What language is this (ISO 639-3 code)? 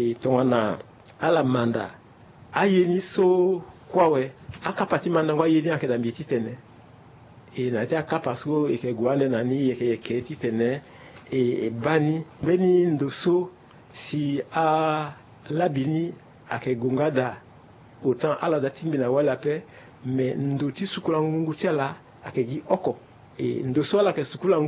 sag